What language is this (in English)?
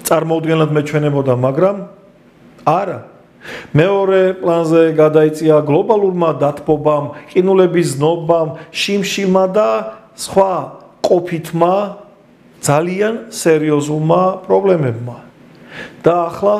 Georgian